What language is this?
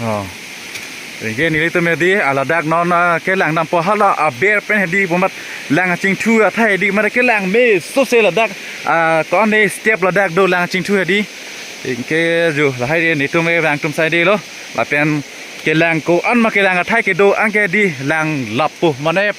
Karbi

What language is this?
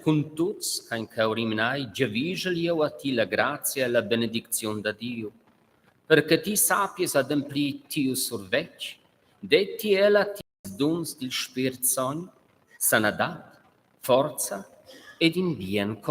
Romansh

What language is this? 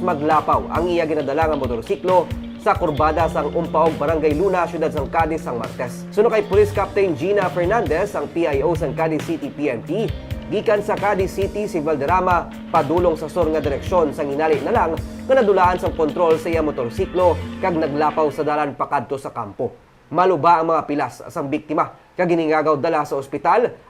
Hiligaynon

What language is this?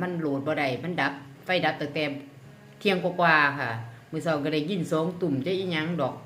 Northeastern Thai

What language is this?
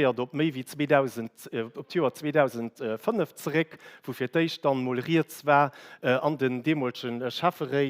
Luxembourgish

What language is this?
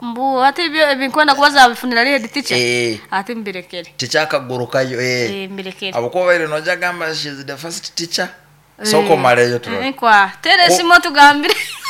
Nyoro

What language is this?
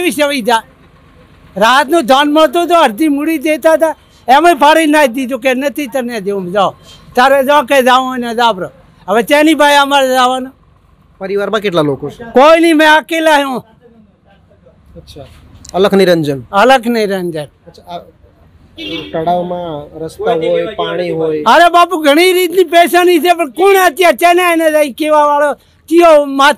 Gujarati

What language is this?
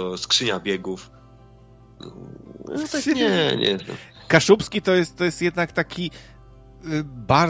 Polish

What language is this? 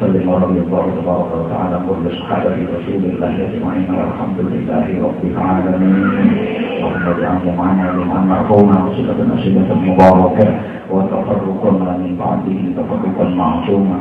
Javanese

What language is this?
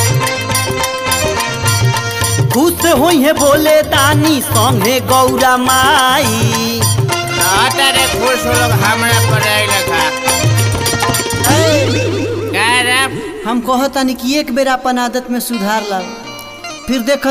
Bhojpuri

